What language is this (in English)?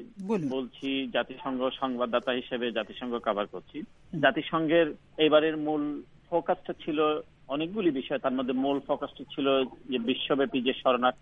Bangla